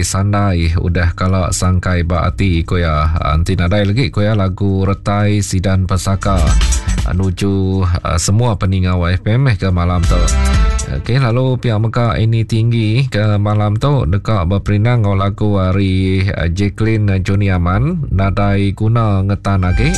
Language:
Iban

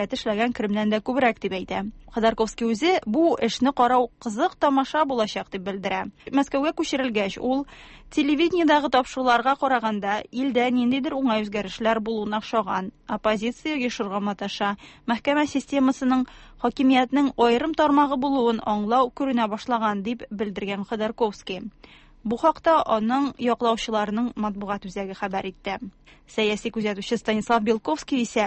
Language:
Tatar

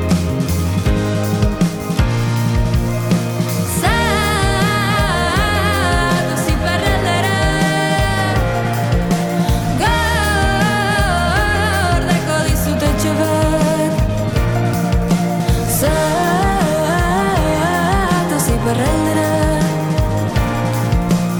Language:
Basque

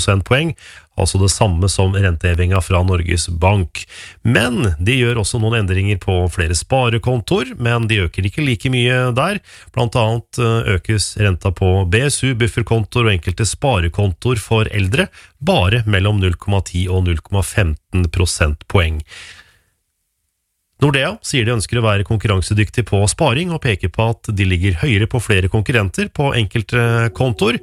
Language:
Norwegian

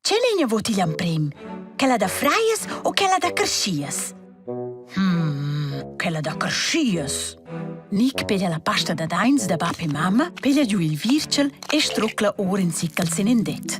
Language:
Romansh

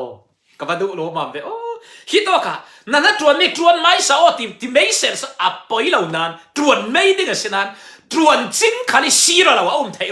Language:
Falam Chin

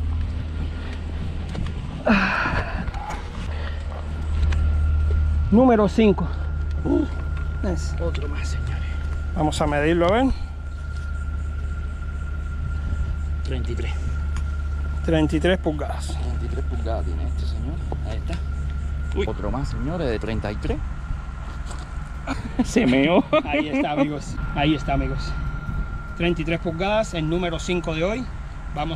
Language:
Spanish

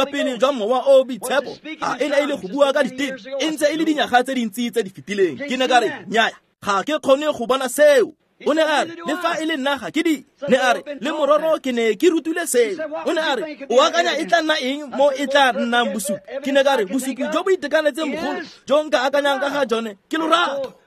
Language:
Tswana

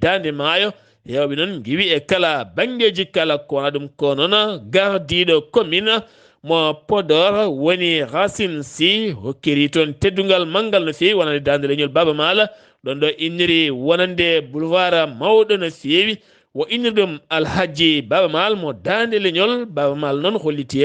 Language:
Fula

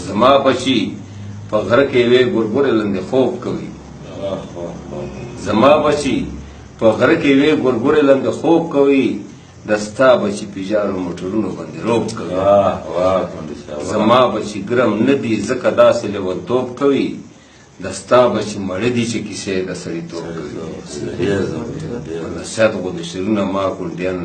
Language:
Pashto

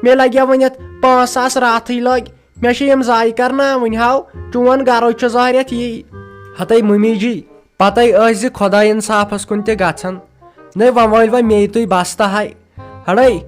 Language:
Kashmiri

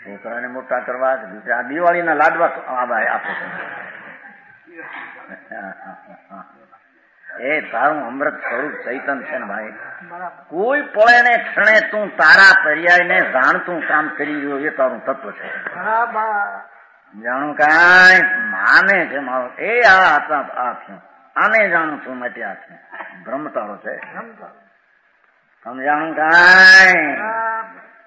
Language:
Gujarati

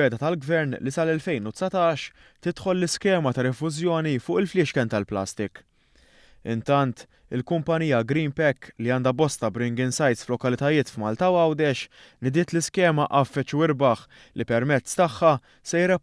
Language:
Maltese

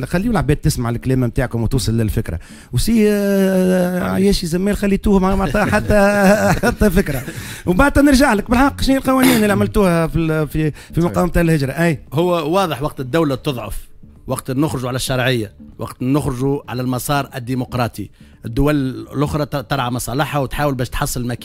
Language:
Tunisian Arabic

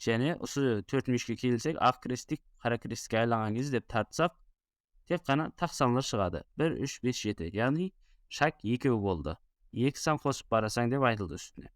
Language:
Kara-Kalpak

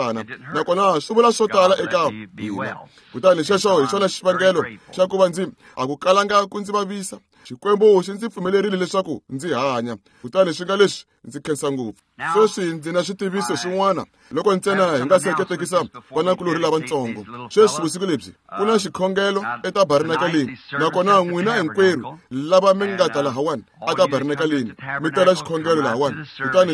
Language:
Tsonga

